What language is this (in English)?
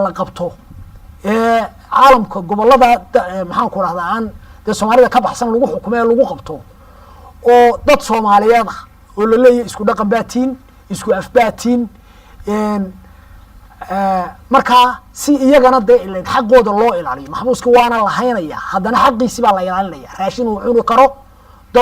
Somali